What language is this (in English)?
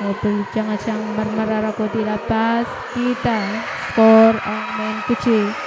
Pohnpeian